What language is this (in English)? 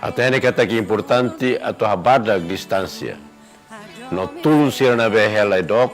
Tetum